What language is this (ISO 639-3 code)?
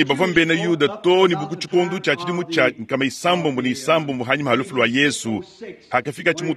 lua